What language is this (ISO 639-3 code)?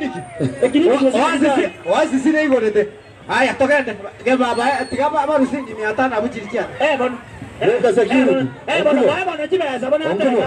guz